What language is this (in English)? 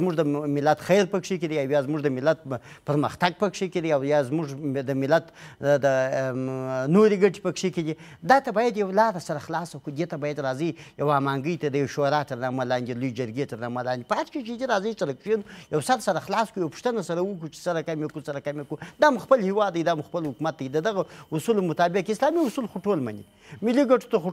Pashto